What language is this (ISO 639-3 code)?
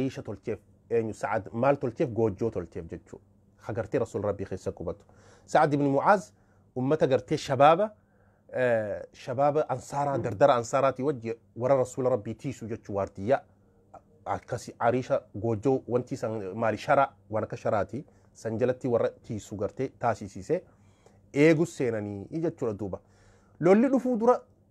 orm